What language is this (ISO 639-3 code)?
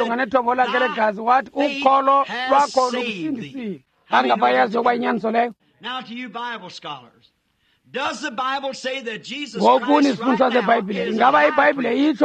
xho